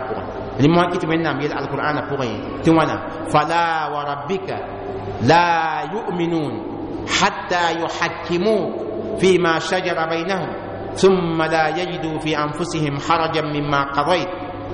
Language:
Mossi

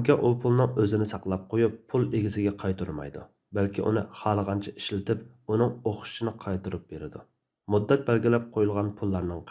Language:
Uyghur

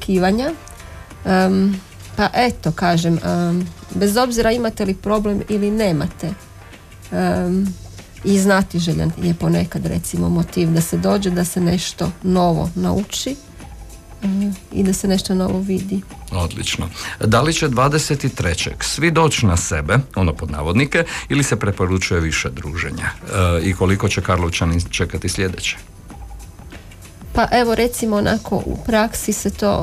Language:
Croatian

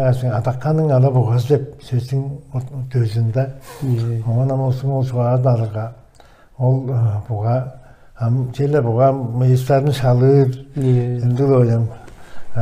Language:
Tuvinian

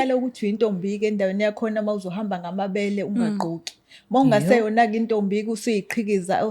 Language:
Zulu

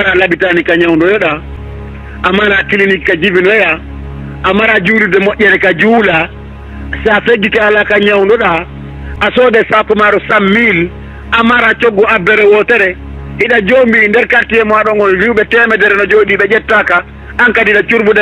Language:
Fula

